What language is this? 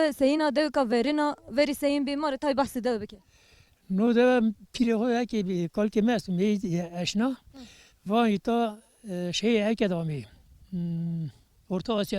Zaza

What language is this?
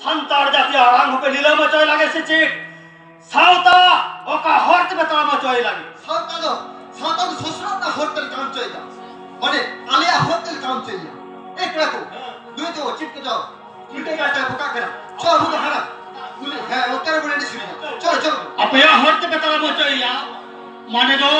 Santali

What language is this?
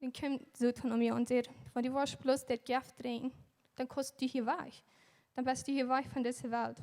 Plautdietsch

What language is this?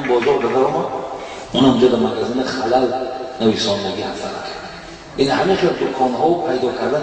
Tajik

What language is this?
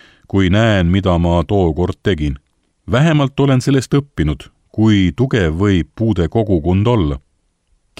Estonian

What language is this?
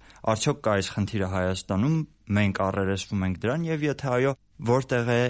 Armenian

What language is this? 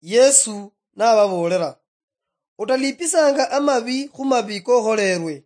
Luyia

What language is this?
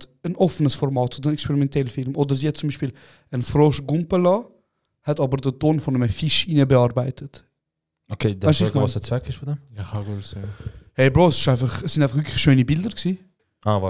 Swiss German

